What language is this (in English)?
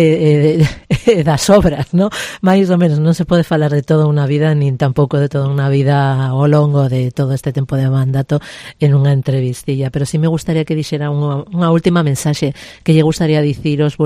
Galician